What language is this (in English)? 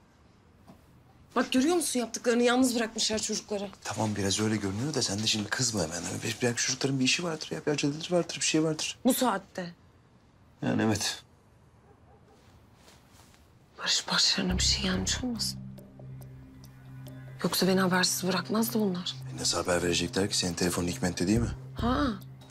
Turkish